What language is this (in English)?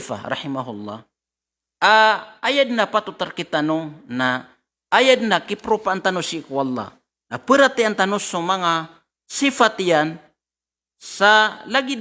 Maranao